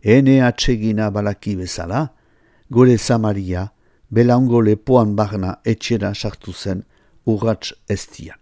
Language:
Basque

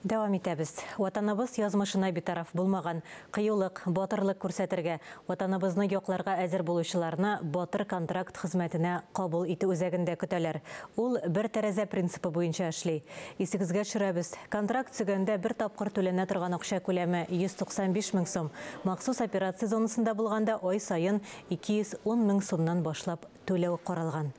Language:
Tatar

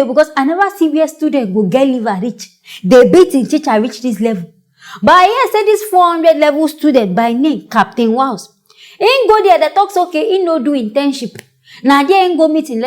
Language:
Nigerian Pidgin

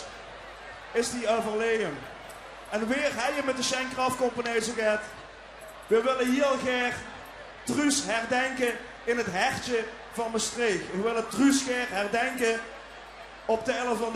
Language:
Limburgish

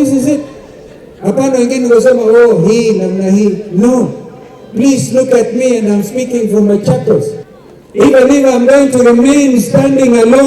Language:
Kamba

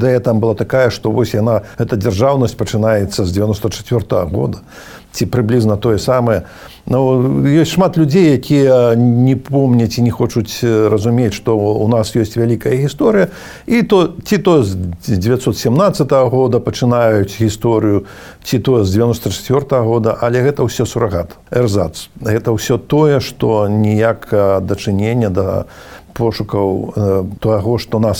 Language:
Belarusian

